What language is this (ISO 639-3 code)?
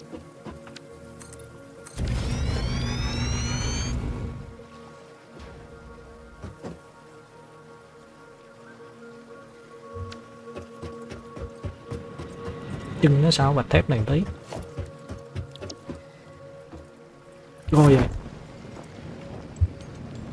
vie